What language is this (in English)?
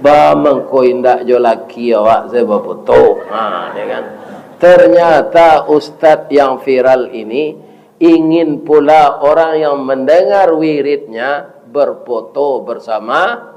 Minangkabau